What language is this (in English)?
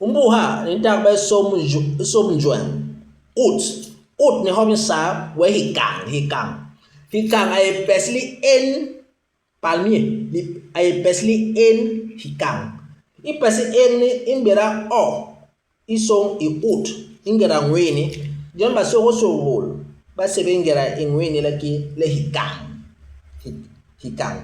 Basaa